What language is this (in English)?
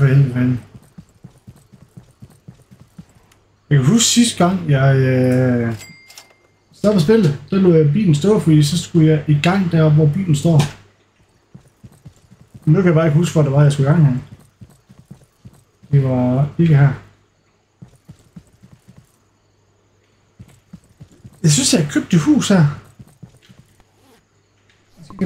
Danish